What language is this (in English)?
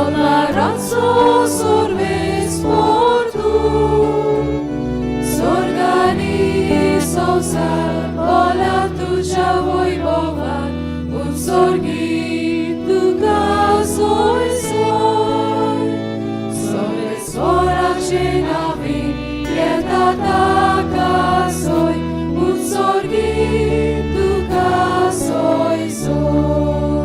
Konkani